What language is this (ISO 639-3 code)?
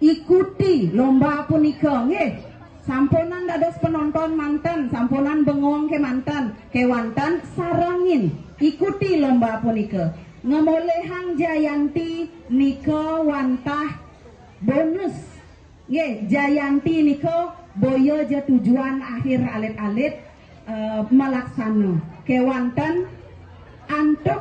ban